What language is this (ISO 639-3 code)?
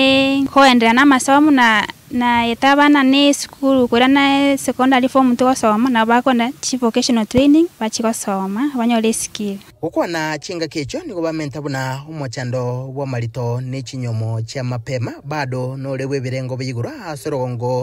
guz